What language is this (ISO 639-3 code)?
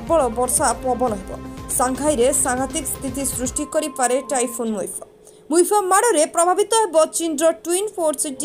ori